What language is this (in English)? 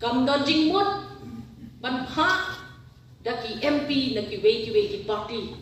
Khasi